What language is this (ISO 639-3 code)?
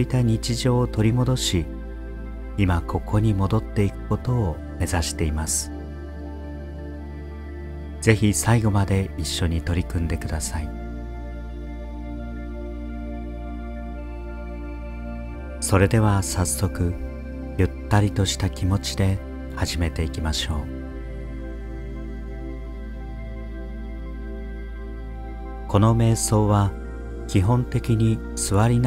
jpn